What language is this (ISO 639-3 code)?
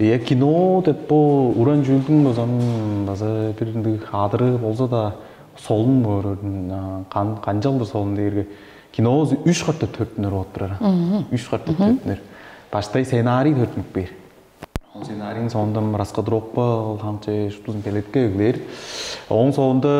tyv